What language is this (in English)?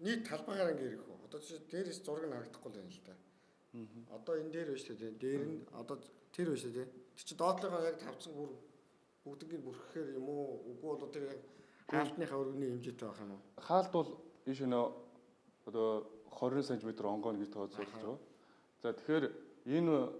Mongolian